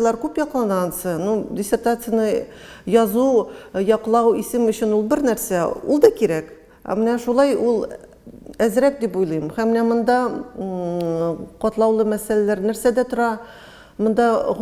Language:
Tatar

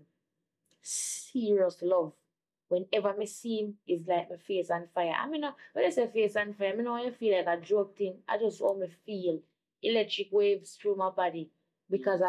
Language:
Jamaican Creole English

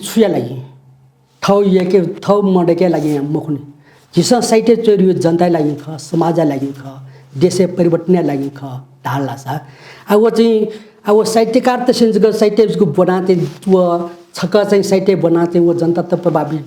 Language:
Newari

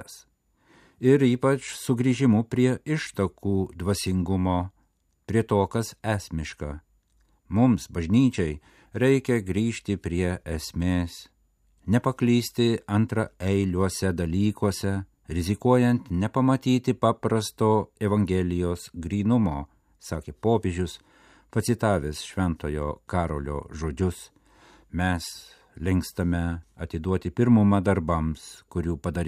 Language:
Lithuanian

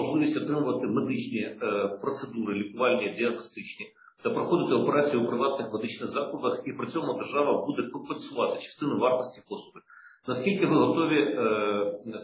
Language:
Ukrainian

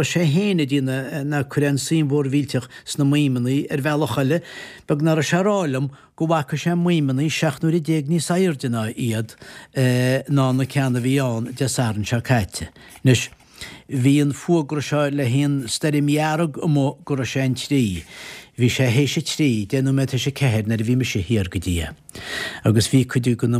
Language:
Irish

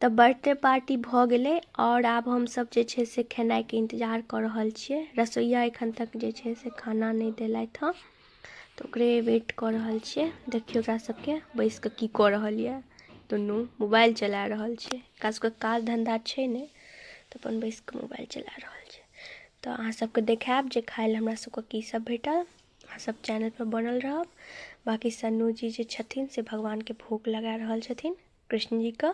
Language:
Maithili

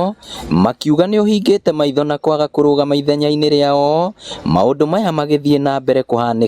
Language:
Kikuyu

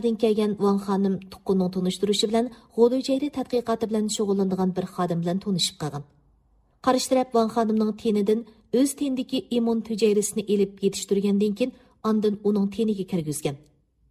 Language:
Uyghur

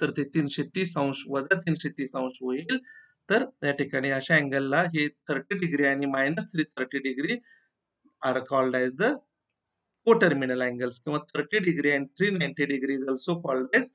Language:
Marathi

